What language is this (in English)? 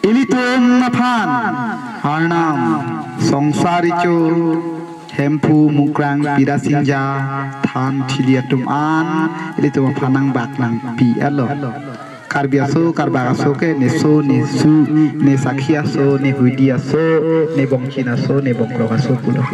Karbi